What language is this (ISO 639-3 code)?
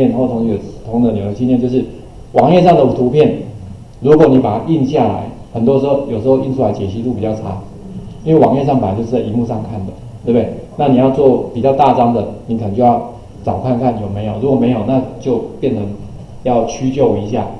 zho